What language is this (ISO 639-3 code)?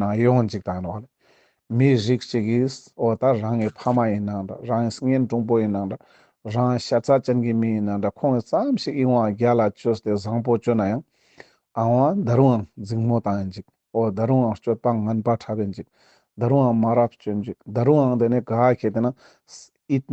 lbj